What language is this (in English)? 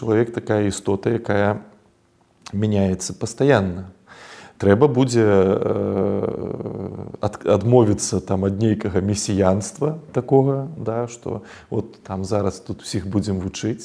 Belarusian